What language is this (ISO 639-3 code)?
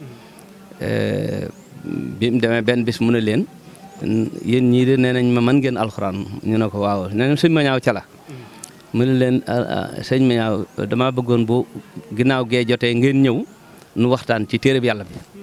wol